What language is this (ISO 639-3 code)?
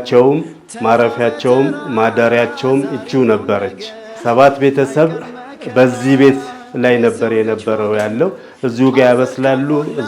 amh